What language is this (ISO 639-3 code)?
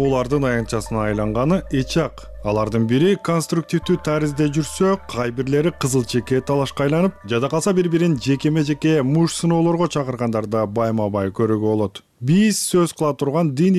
kir